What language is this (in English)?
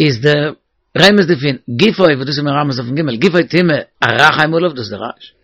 Yiddish